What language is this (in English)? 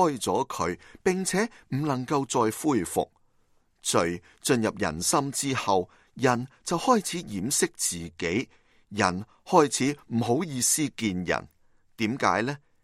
Cantonese